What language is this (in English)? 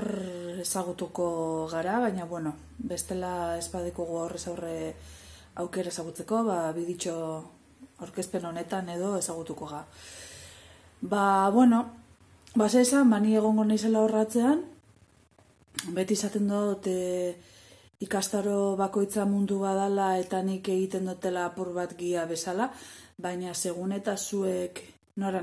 Basque